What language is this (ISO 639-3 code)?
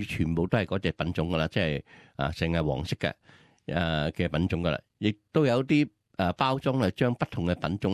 yue